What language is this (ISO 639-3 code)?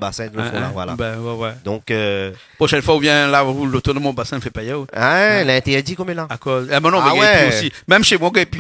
rcf